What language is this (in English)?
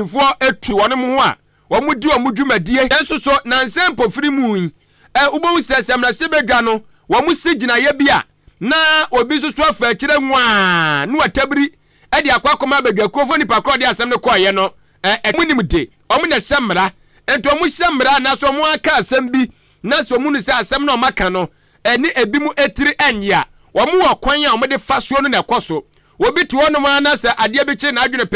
Akan